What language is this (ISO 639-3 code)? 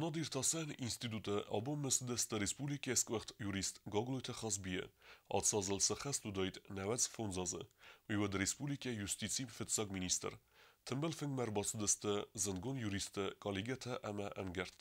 oss